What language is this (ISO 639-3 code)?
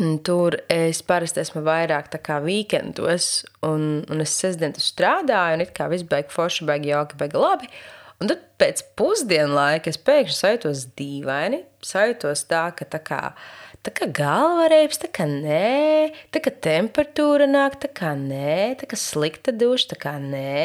lav